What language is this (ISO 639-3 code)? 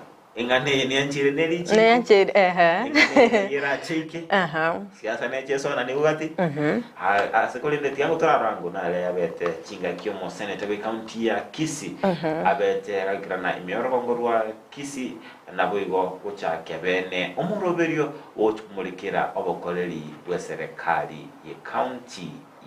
guz